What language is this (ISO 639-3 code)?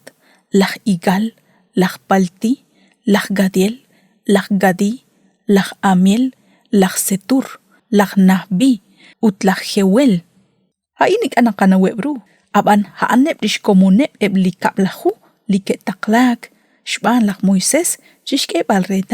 kek